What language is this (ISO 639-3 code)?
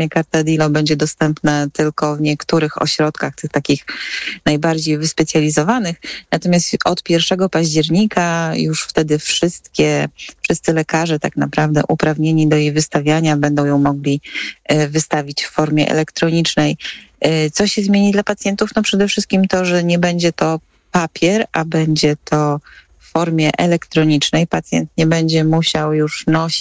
pol